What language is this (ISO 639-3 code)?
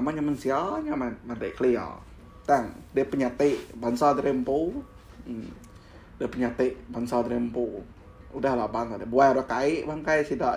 iba